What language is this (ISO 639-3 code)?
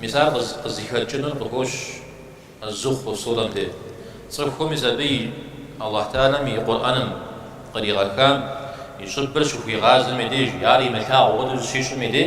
kbd